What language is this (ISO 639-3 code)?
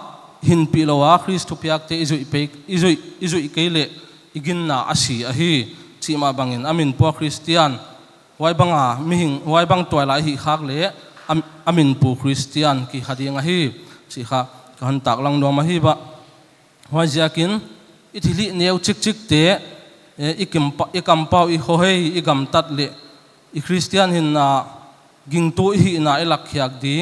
pck